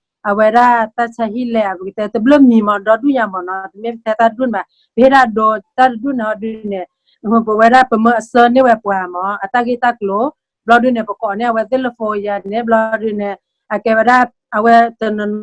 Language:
S'gaw Karen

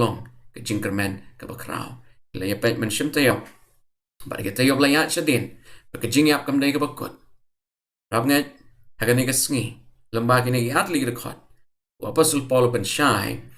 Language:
Khasi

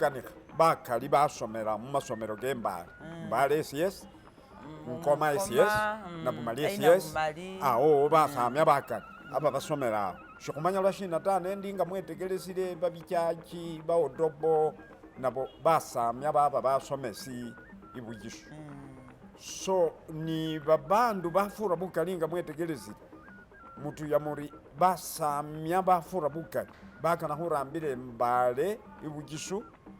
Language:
Masaaba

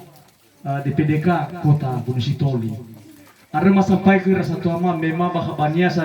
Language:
Nias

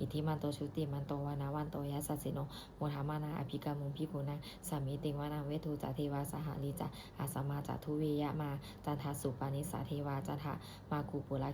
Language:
Pali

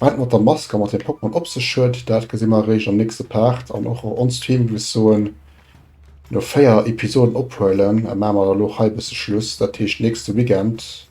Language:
Luxembourgish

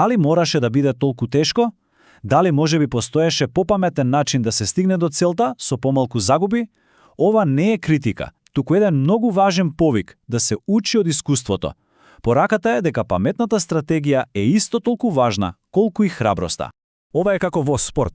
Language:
Macedonian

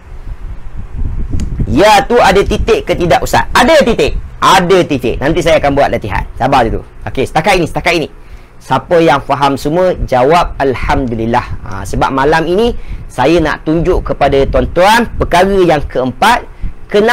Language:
Malay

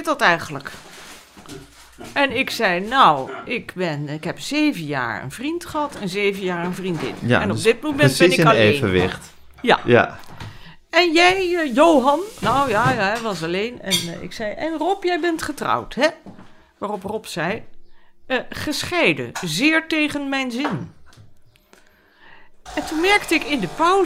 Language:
Dutch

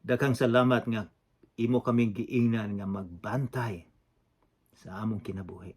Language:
Cebuano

